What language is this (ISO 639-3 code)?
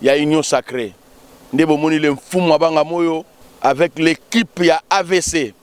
lin